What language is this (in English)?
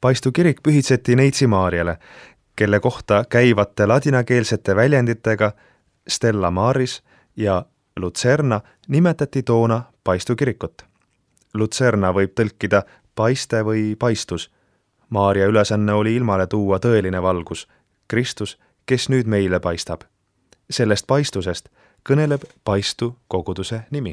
Estonian